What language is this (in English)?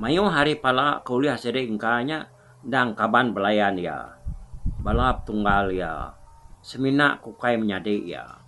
Iban